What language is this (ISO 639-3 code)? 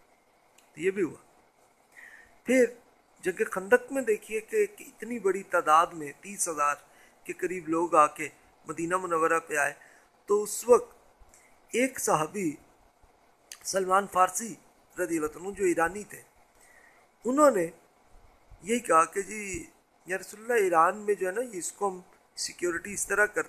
urd